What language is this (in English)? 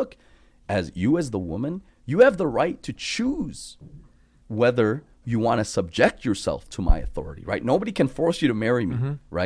English